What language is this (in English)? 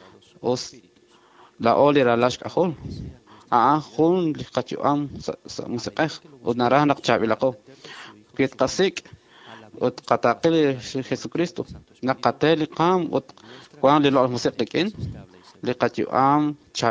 Kekchí